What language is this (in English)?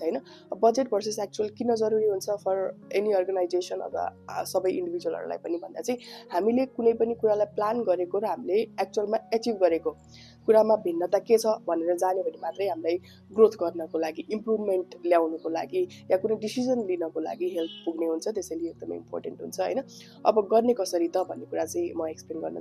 Nepali